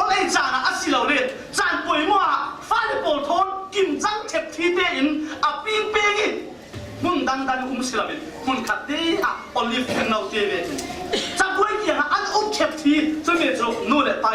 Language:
Falam Chin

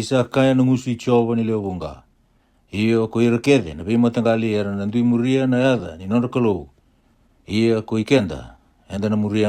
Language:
Fijian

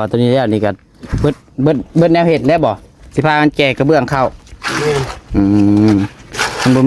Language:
Northeastern Thai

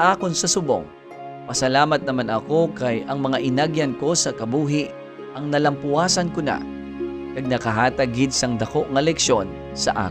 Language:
Hiligaynon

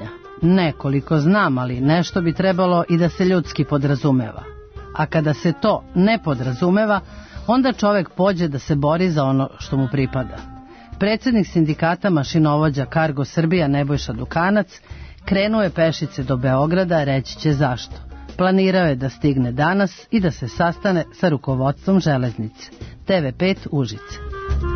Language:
Serbian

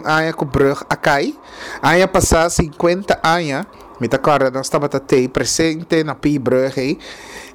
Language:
Papiamento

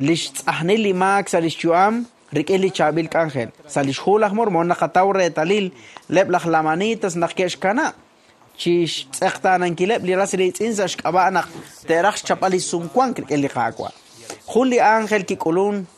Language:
Kekchí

